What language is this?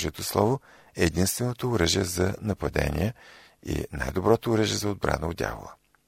Bulgarian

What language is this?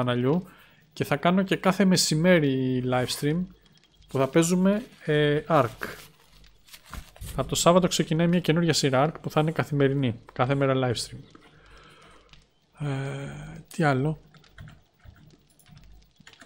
Greek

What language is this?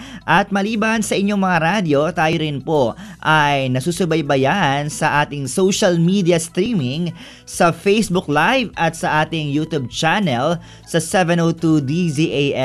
Filipino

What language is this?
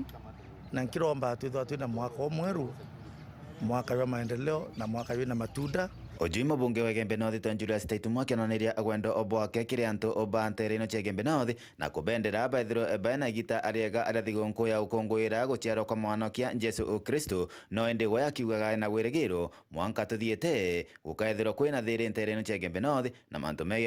Meru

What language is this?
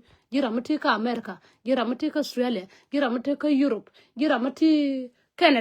Nuer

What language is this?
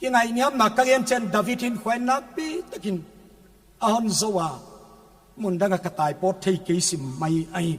Paite Chin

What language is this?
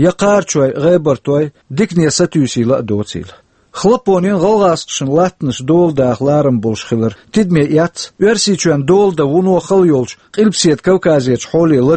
Chechen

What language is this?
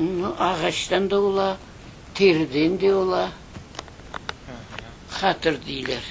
Crimean Tatar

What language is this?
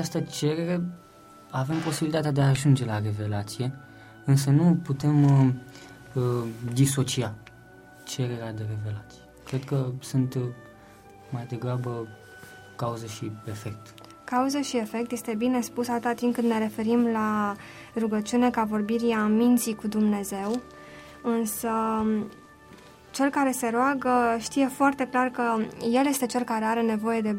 Romanian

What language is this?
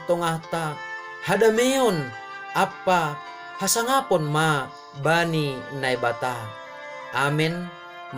Batak Simalungun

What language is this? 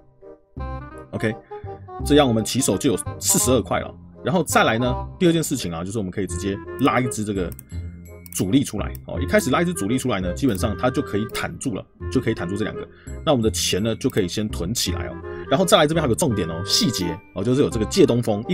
Chinese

